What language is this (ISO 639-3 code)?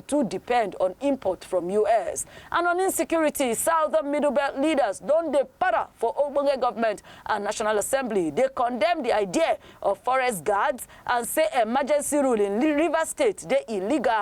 pcm